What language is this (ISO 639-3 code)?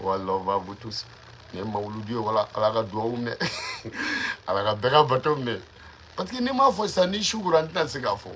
bam